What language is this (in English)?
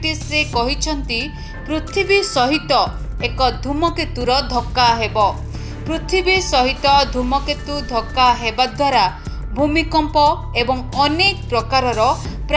Odia